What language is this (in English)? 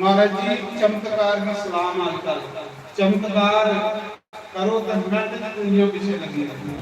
Dogri